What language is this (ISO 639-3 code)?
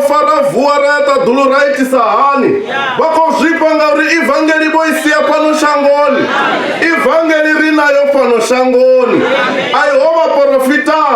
ven